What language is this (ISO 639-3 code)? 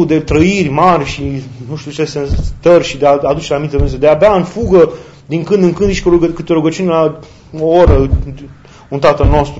ron